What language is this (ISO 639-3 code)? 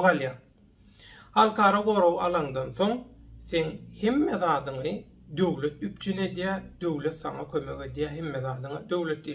tuk